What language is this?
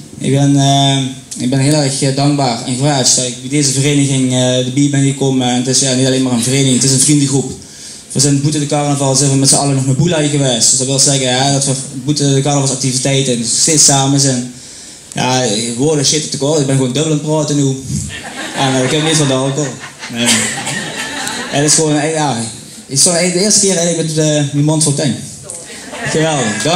Limburgish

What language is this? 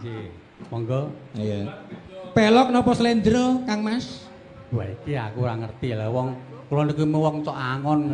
Javanese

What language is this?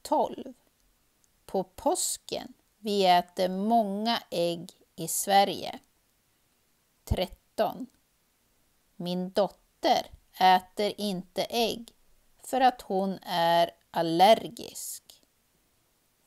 Swedish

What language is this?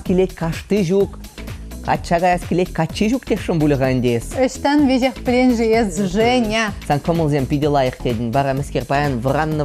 Chuvash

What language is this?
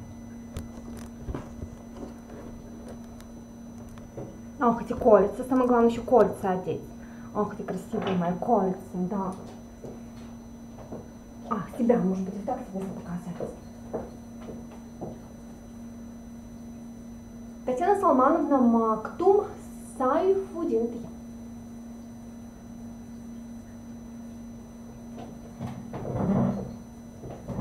Russian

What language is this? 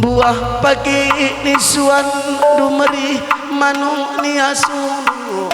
Batak Karo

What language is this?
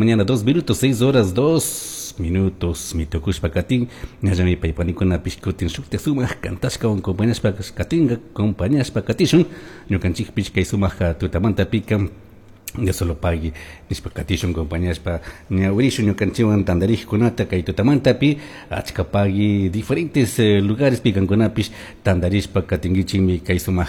Chimborazo Highland Quichua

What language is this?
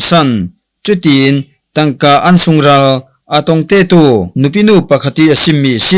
Falam Chin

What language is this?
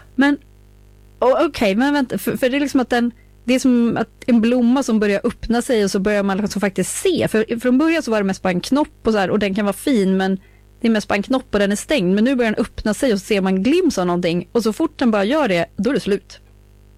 Swedish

